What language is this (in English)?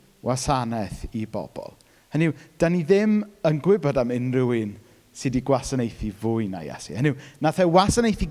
Welsh